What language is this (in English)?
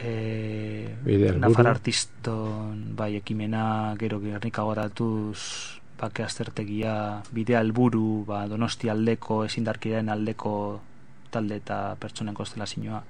Basque